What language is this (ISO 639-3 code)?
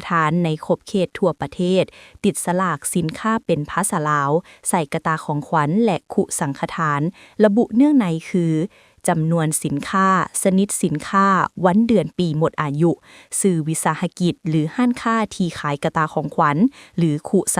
lao